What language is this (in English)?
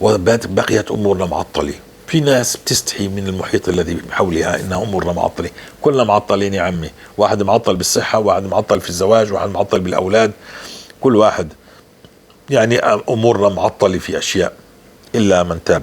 North Levantine Arabic